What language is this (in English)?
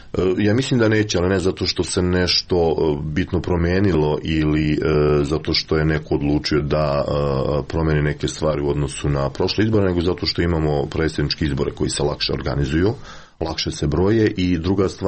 Serbian